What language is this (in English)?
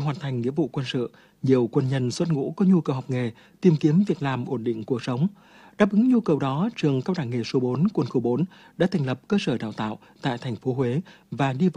Vietnamese